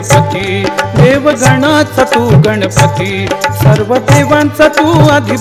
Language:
Marathi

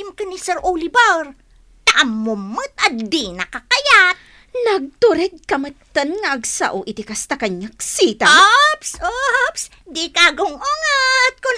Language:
Iloko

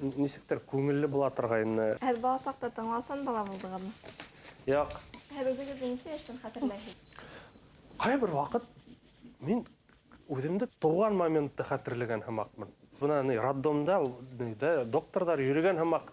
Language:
Bashkir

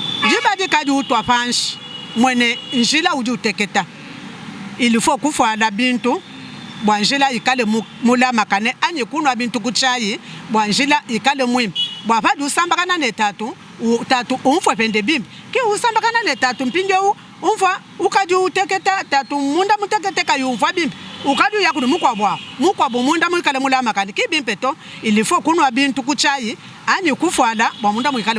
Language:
Luba-Lulua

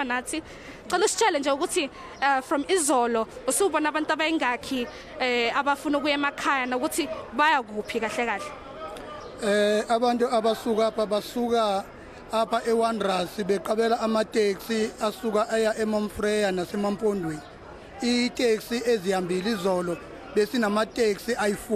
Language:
Zulu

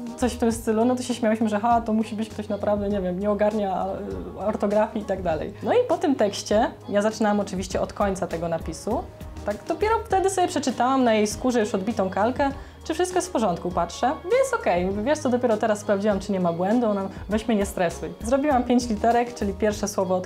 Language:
Polish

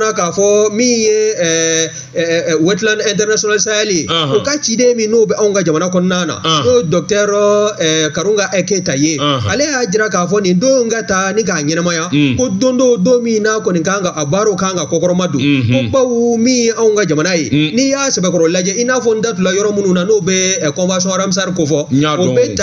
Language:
Bambara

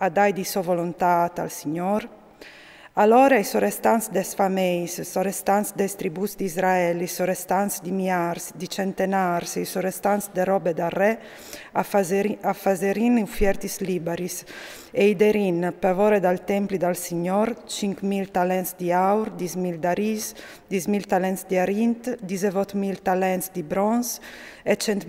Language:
Friulian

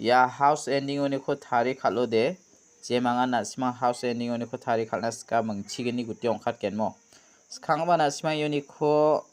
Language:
Garo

